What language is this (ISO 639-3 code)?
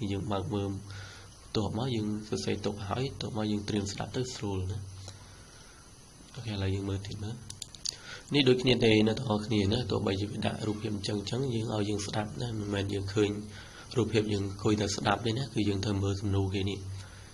khm